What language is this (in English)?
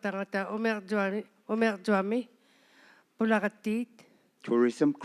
Inuktitut